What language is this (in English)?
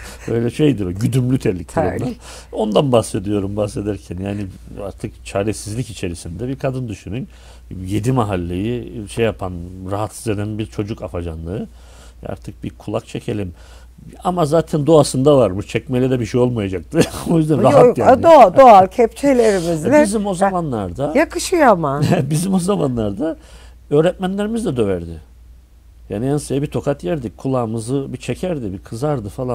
Turkish